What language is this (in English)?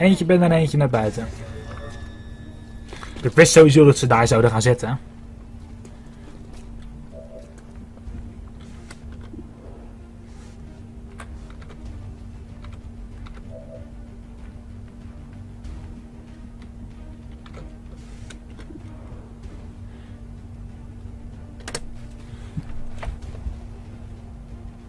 Dutch